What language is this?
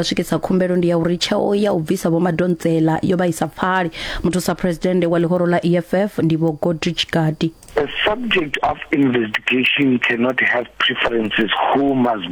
Venda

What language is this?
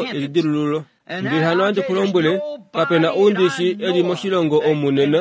Kuanyama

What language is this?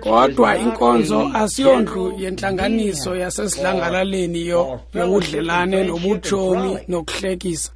Xhosa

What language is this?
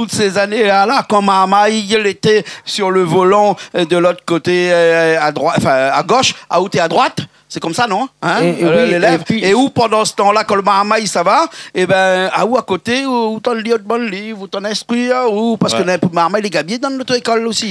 Réunion Creole French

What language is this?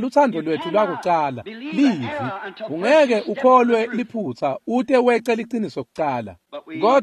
Swati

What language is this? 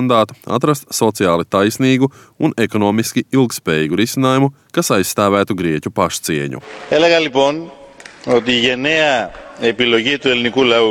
Latvian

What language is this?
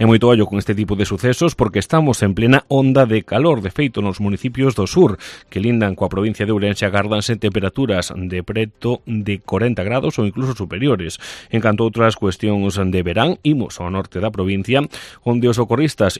Galician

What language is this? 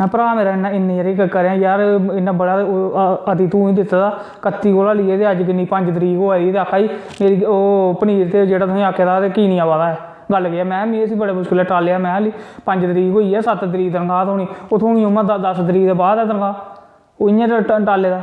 Dogri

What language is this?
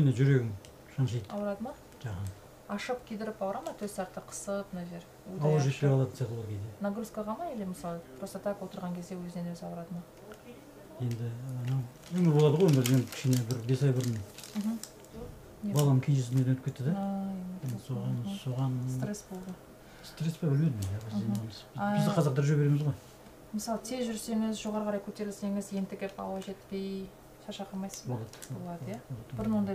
Kyrgyz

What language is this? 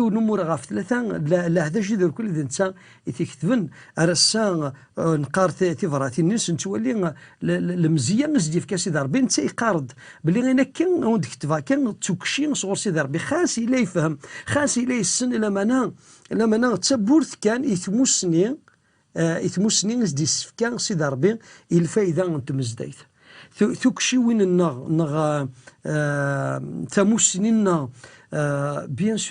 Kabyle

